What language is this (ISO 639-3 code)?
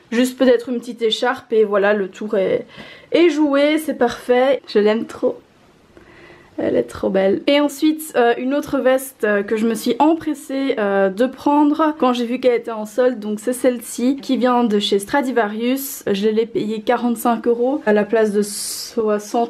fra